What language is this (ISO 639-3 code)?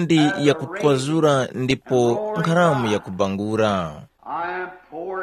tum